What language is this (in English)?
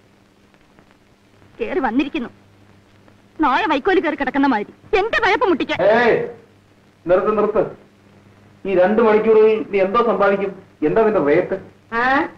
Malayalam